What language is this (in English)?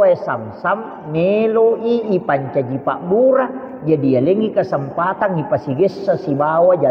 Buginese